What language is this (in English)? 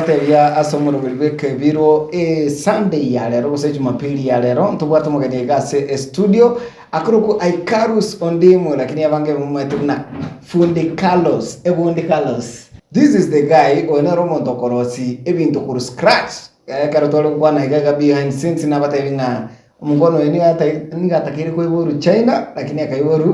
Gusii